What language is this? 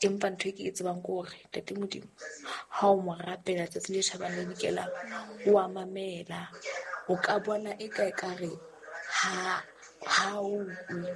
Southern Sotho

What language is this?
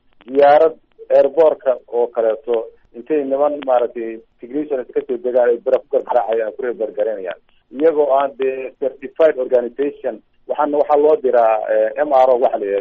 Somali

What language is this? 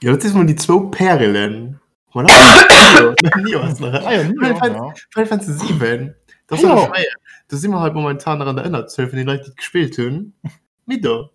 Luxembourgish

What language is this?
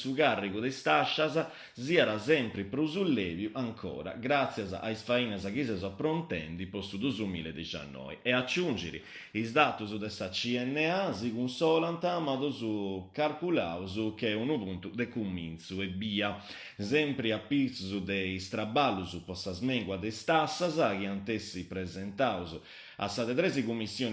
Sardinian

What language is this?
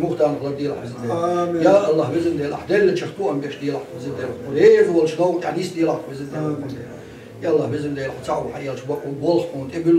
Chechen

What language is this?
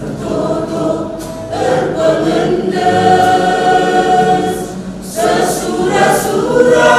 Batak Karo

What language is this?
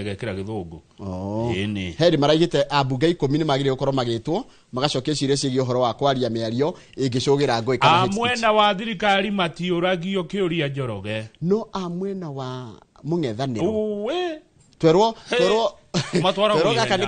Kikuyu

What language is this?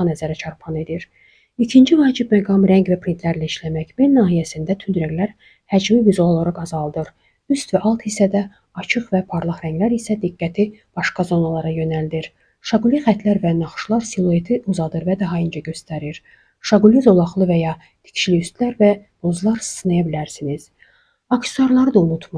Azerbaijani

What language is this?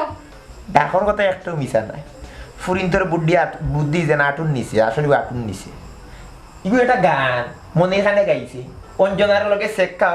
Sylheti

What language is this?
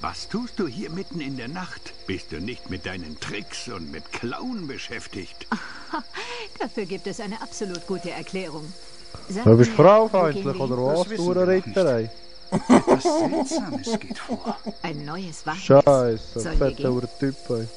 Swiss German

